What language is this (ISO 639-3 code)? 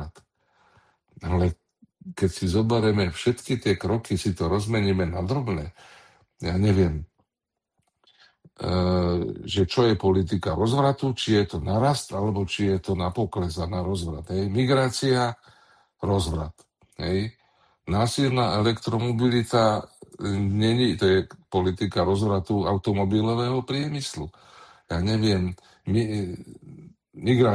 slk